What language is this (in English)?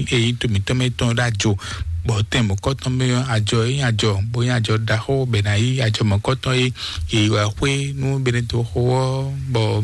Fon